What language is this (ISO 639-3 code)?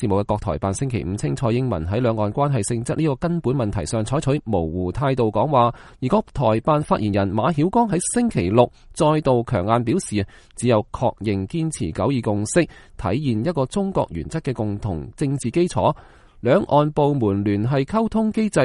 yue